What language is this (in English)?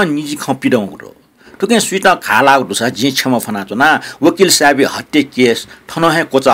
Newari